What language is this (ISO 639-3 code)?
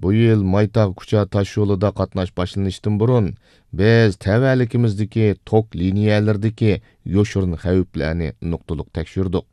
uig